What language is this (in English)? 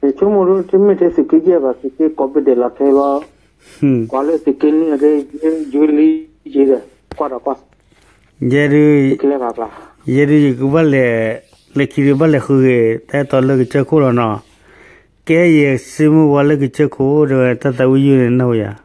S'gaw Karen